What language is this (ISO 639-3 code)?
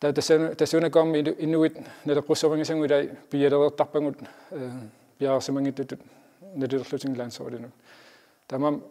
kal